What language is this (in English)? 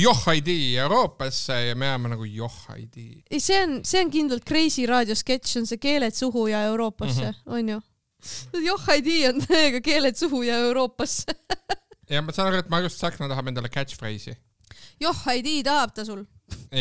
Estonian